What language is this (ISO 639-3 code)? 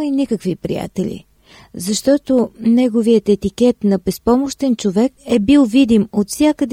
bul